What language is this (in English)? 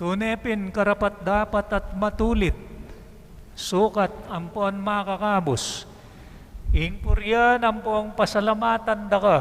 Pampanga